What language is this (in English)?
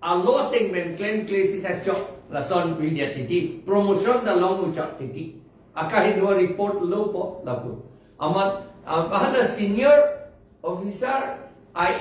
Karbi